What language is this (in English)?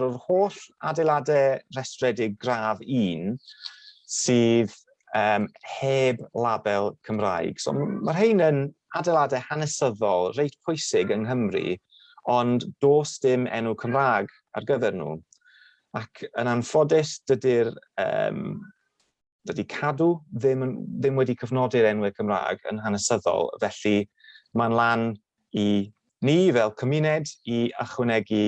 Welsh